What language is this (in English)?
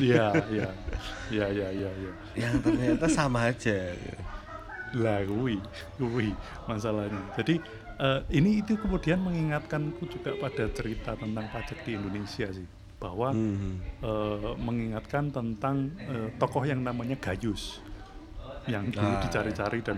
Indonesian